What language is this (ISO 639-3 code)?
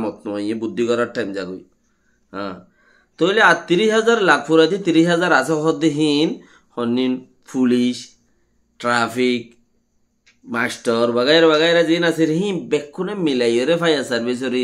rhg